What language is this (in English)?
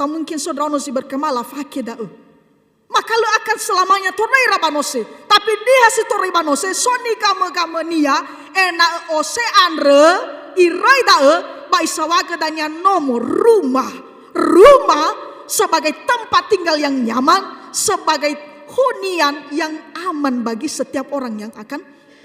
Nias